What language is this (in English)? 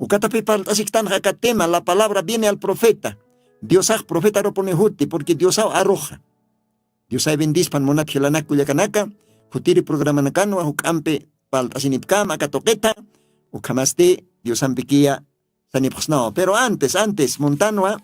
Aymara